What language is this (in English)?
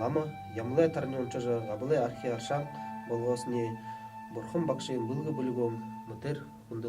Buriat